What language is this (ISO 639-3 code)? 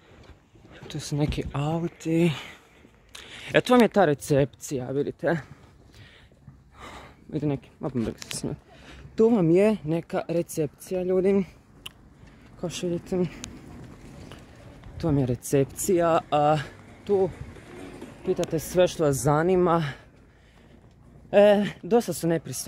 hrv